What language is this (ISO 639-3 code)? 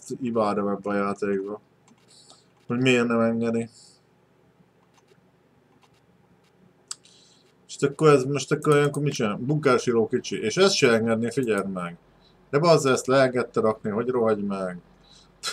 hun